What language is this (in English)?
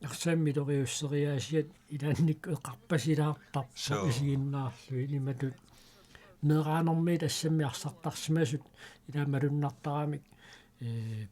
Kalaallisut